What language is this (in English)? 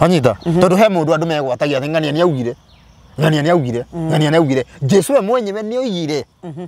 Kikuyu